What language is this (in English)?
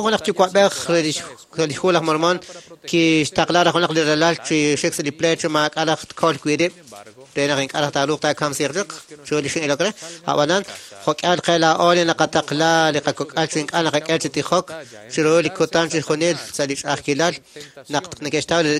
Kekchí